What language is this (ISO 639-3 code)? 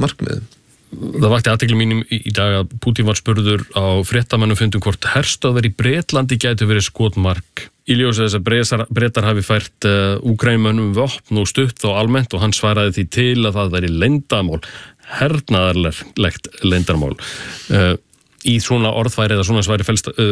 isl